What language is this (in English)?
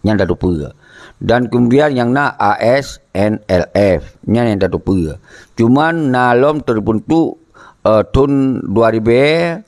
Achinese